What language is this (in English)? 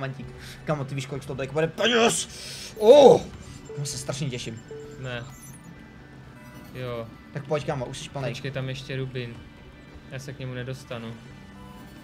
Czech